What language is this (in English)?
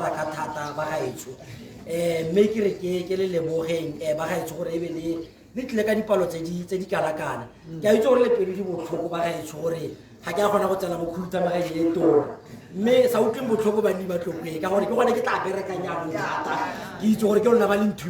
Tswana